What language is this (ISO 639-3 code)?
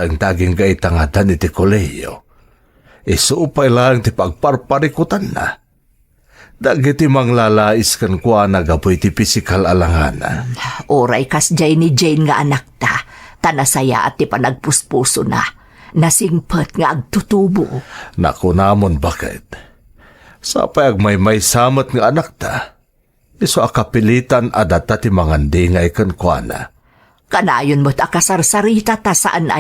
ilo